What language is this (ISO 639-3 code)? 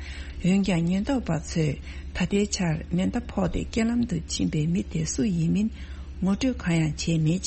bod